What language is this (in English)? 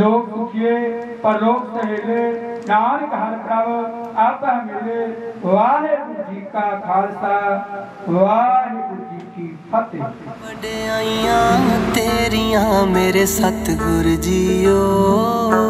Punjabi